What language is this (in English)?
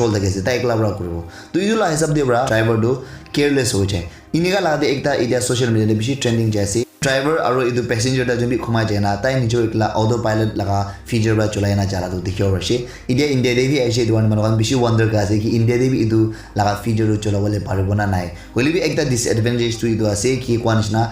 Naga Pidgin